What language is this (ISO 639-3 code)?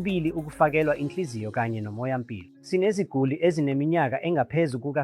zul